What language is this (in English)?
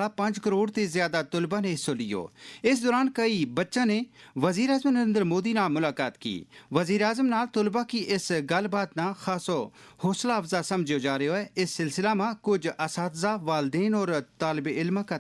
Gujari